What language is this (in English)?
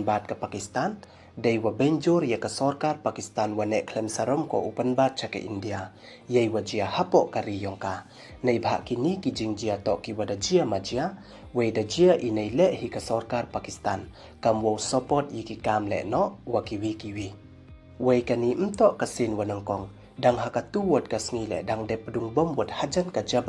Pnar